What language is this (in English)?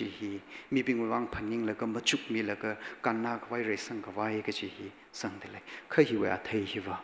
Tangkhul Naga (India)